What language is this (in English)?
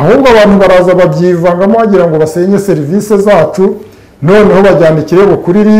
Kinyarwanda